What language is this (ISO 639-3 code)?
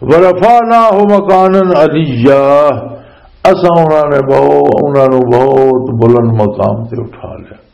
lah